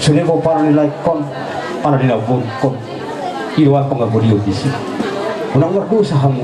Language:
Batak Toba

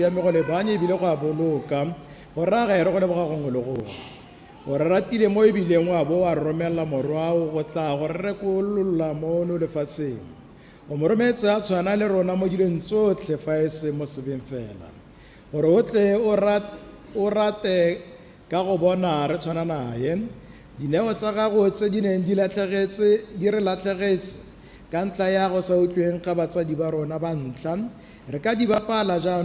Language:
Tswana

